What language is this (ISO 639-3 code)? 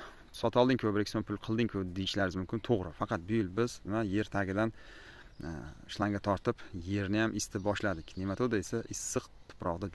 uzb